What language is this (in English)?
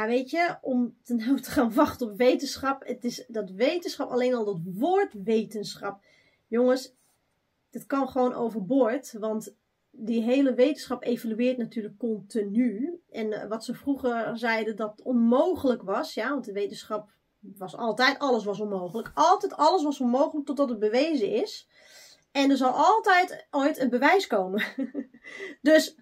Dutch